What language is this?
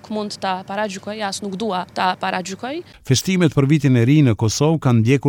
Albanian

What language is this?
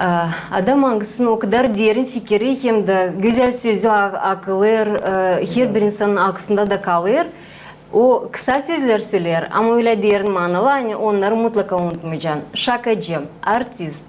Gagauz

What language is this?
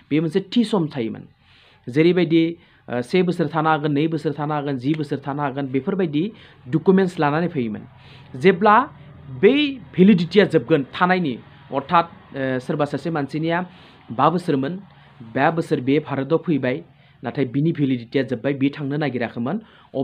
Bodo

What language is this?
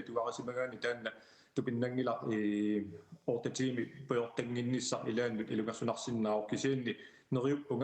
Kalaallisut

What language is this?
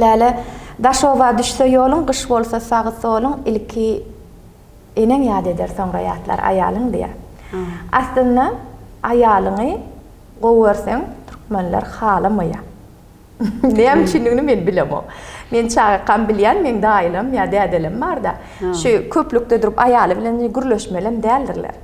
Turkmen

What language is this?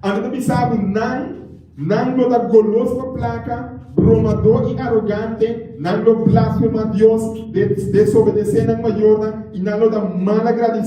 Papiamento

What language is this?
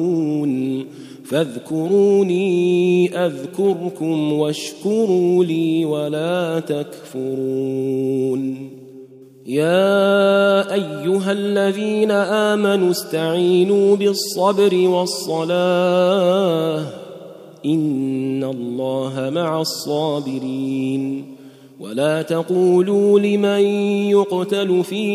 Arabic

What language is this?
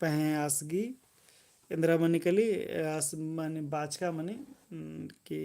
Kurukh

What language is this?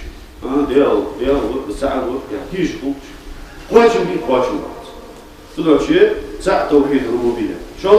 Ingush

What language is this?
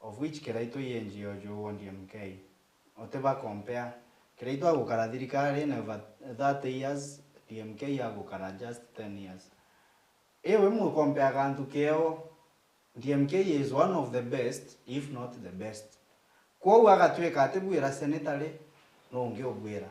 Meru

